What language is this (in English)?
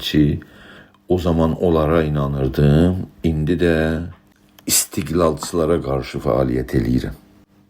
South Azerbaijani